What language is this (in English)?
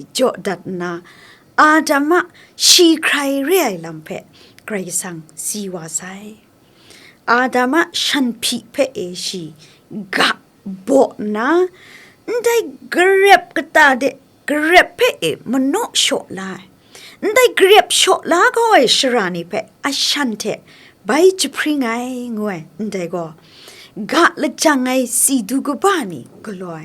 Kachin